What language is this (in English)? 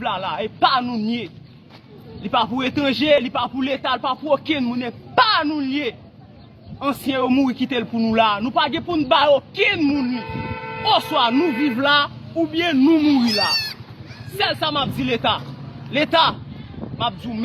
Haitian Creole